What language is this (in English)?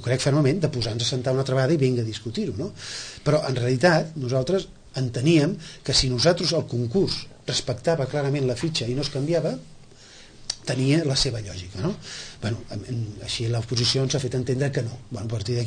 Catalan